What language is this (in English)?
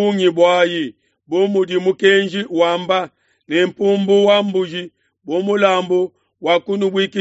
Luba-Lulua